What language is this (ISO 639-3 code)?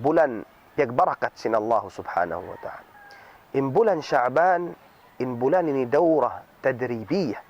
tsg